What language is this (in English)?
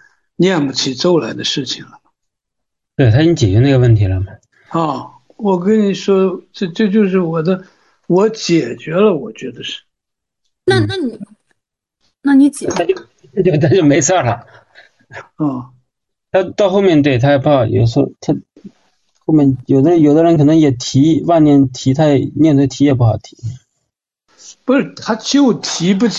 Chinese